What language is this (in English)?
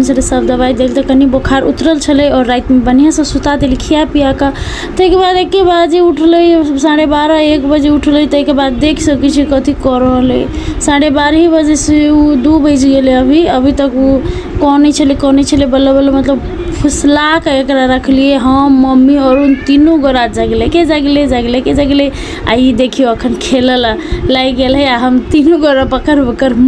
Maithili